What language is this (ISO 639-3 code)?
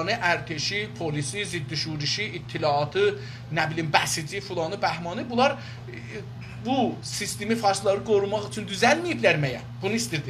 azb